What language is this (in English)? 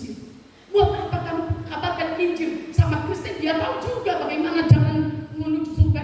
Nias